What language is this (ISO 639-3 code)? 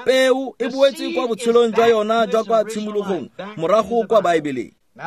tsn